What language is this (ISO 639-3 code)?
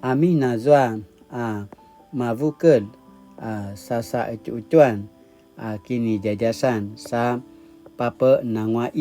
pwn